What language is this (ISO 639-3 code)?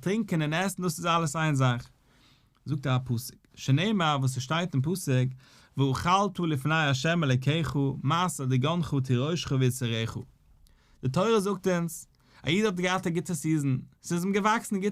yid